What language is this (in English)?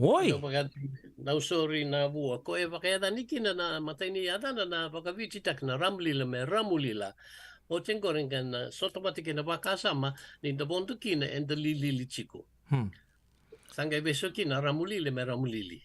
Fijian